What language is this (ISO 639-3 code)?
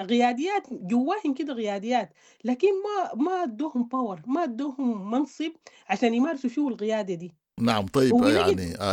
apd